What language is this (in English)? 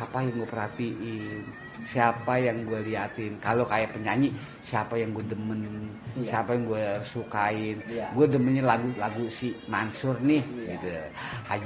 Betawi